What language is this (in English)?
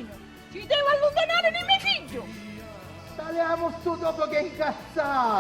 Sicilian